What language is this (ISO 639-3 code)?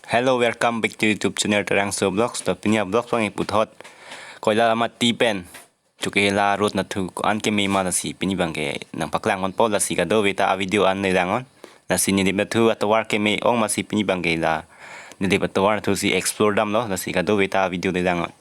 mjw